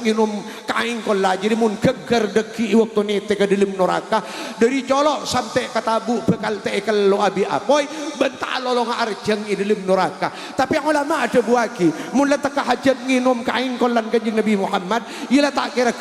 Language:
Madurese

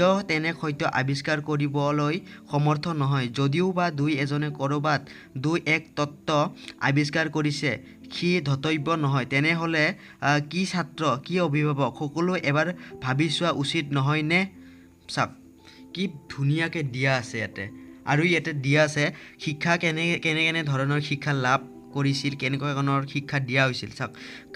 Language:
Assamese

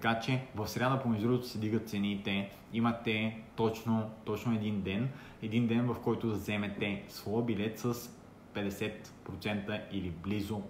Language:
Bulgarian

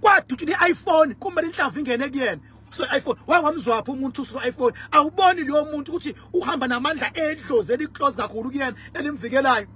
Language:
Zulu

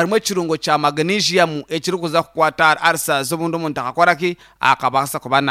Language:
Nyankole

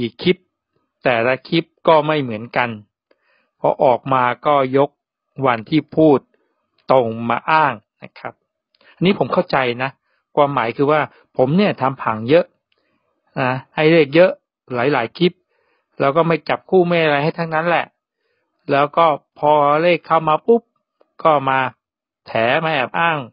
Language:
Thai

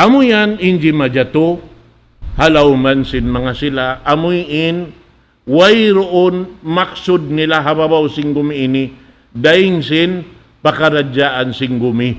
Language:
Tausug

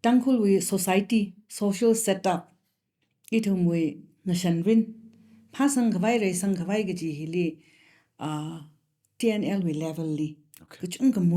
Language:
Tangkhul Naga (India)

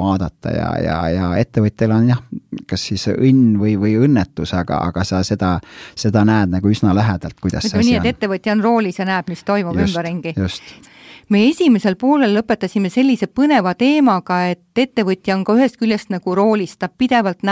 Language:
Estonian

